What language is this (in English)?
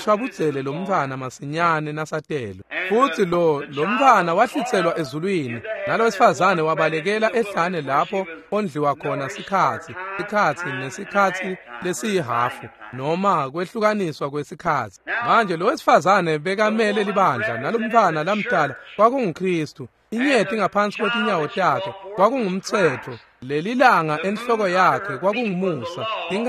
Swati